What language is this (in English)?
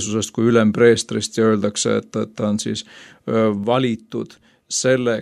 Estonian